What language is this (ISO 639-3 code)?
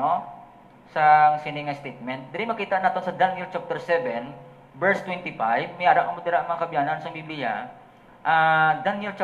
hil